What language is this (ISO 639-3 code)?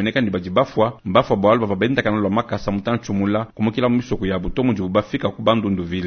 lua